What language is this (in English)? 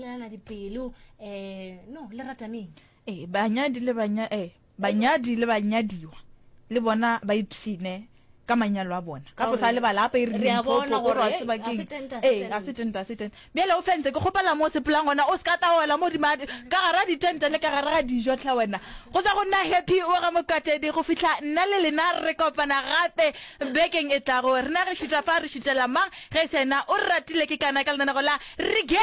Northern Sotho